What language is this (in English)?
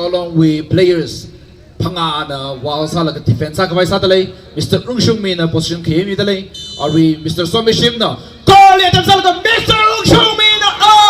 Tangkhul Naga (India)